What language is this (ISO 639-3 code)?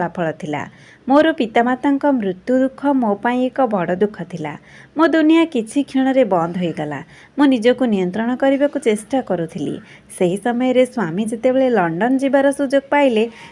ori